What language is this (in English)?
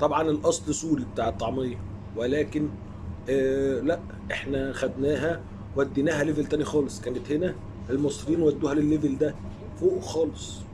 Egyptian Arabic